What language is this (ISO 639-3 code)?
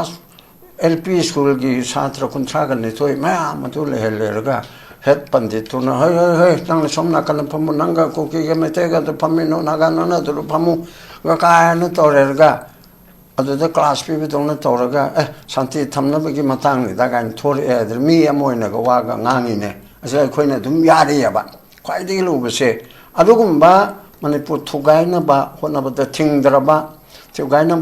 mni